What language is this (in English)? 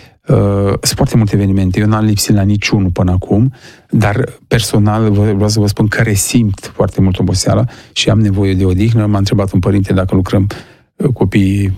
Romanian